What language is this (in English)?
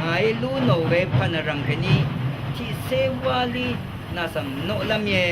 Rawang